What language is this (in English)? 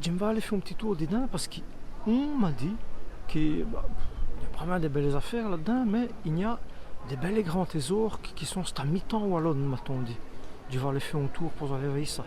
Walloon